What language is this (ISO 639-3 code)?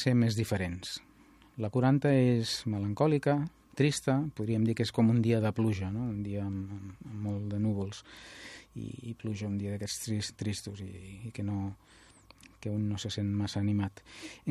cat